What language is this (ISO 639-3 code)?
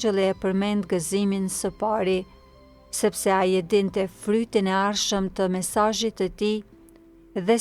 sqi